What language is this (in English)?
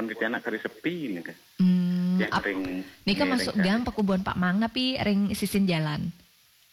Balinese